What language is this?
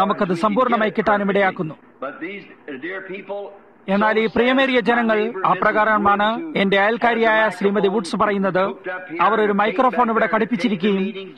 Malayalam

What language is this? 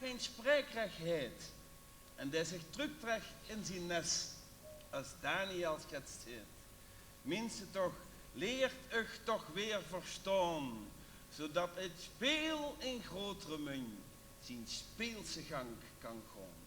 Limburgish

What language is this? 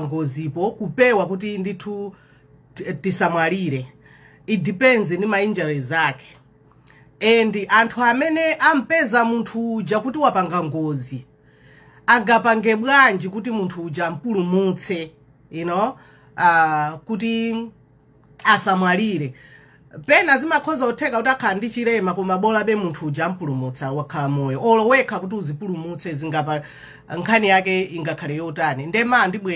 Nyanja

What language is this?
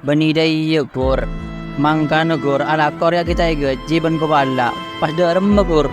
Madurese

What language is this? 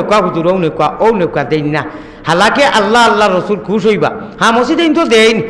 Sylheti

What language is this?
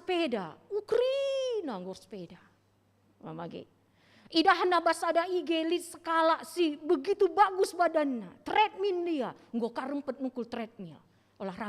Batak Karo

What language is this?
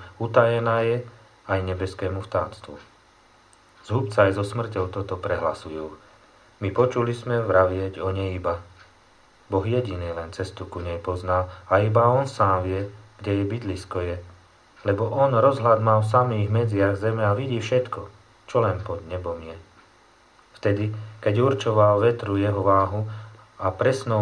Slovak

